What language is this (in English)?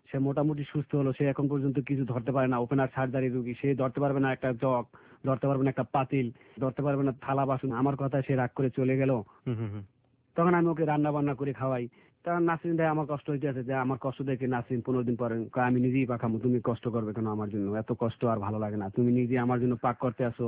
Bangla